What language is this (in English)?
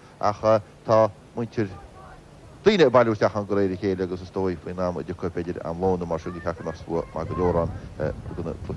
Irish